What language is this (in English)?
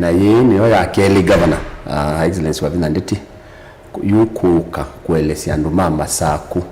Kamba